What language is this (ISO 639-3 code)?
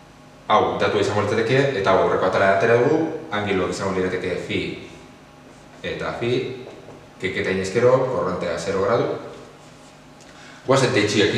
eus